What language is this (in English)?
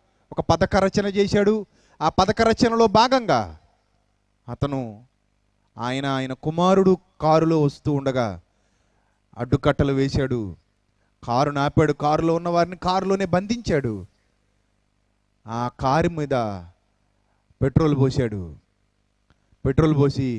Telugu